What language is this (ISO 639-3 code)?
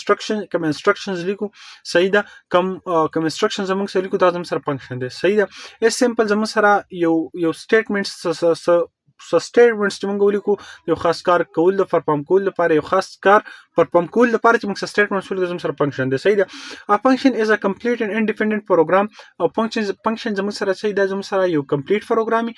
pus